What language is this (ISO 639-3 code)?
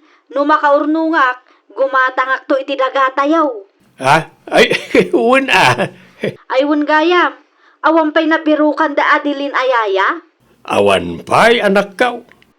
ilo